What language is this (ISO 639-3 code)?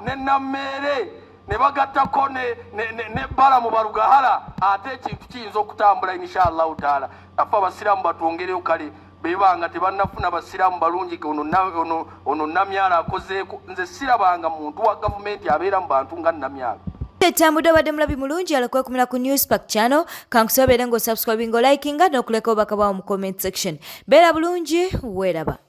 lug